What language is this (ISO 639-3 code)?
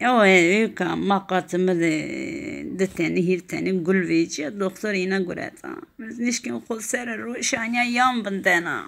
zza